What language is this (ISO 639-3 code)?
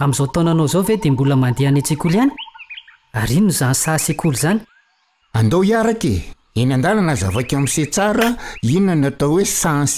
mlg